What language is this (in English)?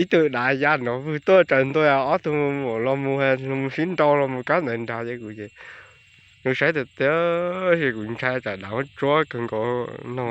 Hmong